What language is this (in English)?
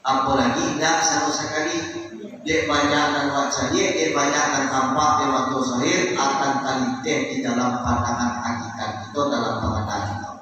Minangkabau